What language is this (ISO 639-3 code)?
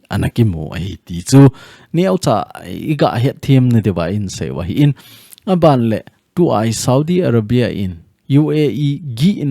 tcz